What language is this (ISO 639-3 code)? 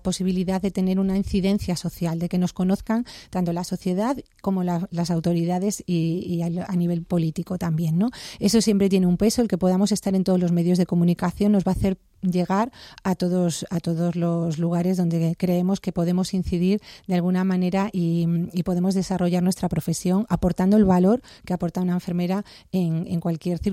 spa